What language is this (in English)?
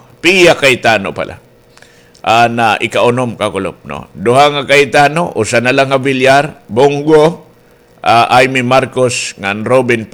Waray